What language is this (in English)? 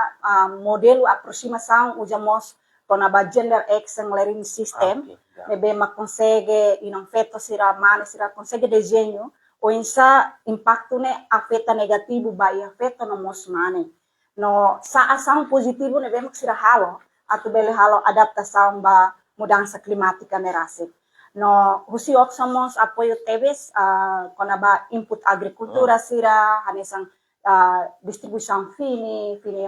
Tetum